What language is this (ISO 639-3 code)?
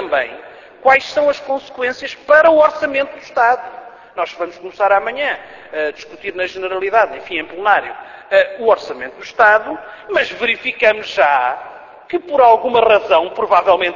por